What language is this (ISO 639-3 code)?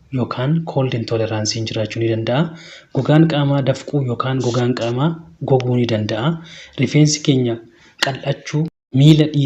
orm